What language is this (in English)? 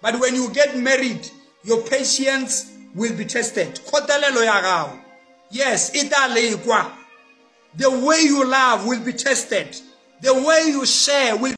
Southern Sotho